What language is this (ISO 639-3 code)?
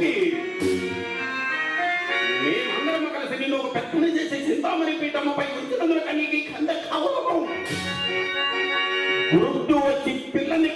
tel